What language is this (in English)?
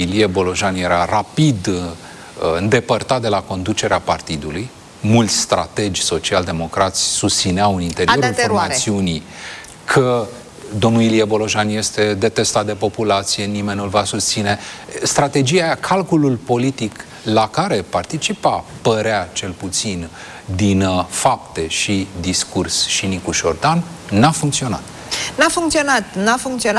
Romanian